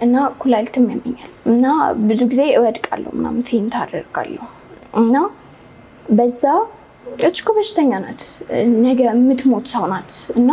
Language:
Amharic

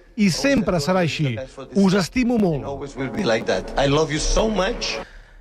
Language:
Catalan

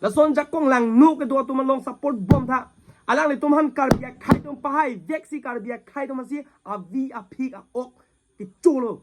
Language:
Karbi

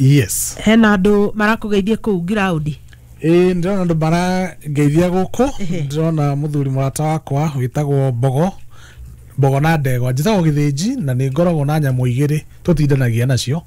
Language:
Kikuyu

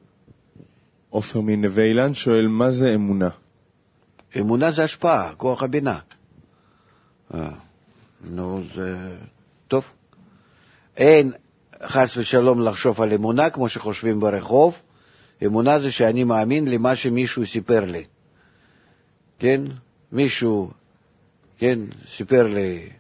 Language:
Hebrew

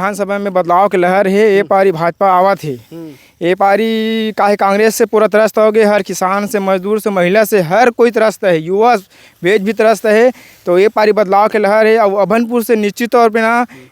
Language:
Chhattisgarhi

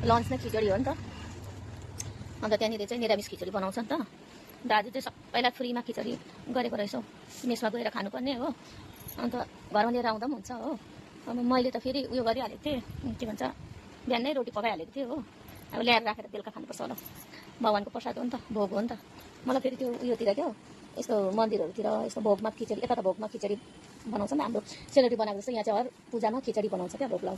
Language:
Nepali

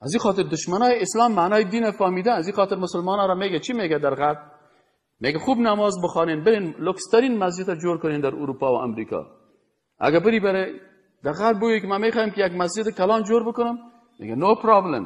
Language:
Persian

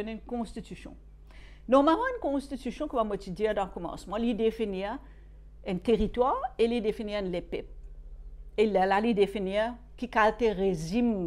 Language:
Morisyen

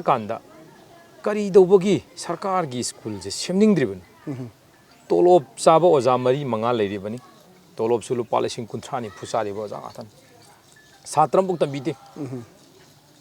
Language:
Manipuri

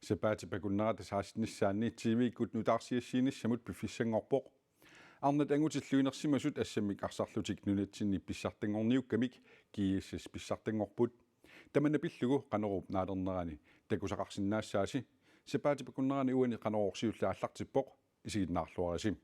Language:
Kalaallisut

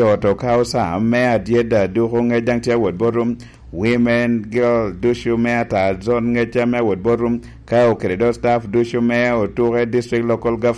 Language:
Lango (Uganda)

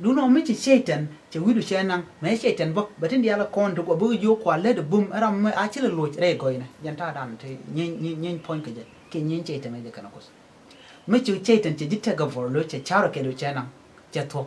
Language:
Nuer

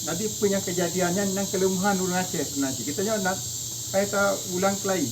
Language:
Achinese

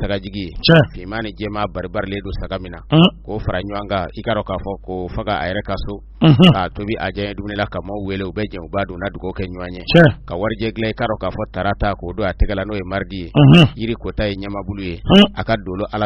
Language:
Bambara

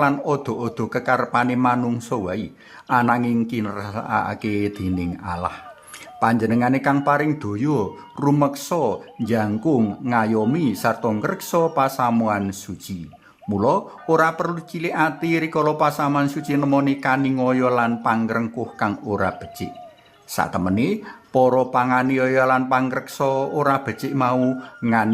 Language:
Javanese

